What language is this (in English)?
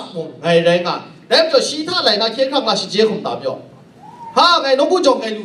Kachin